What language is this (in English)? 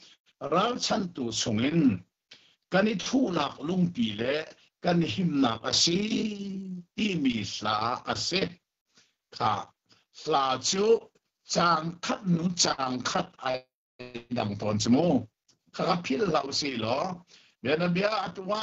Hakha Chin